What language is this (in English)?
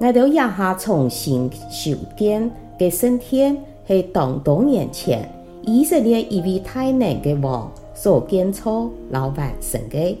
Hakka Chinese